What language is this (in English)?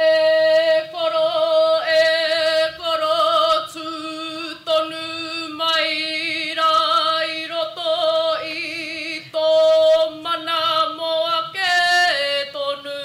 Māori